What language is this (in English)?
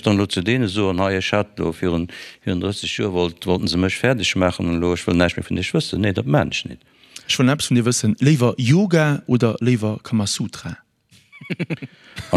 Luxembourgish